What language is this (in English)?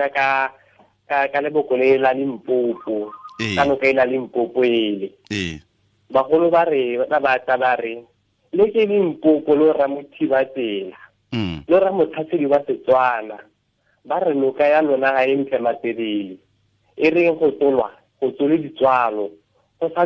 Tswana